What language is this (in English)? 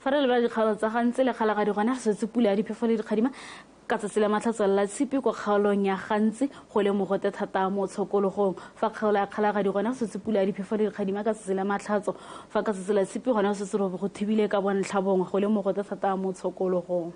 Tswana